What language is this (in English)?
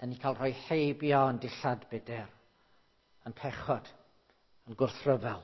Welsh